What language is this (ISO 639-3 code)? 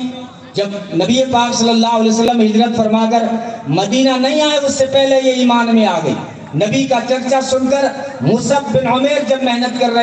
urd